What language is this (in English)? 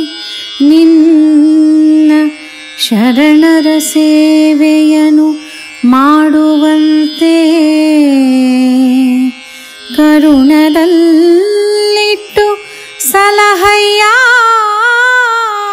Kannada